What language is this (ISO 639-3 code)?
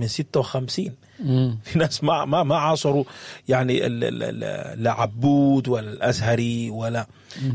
apd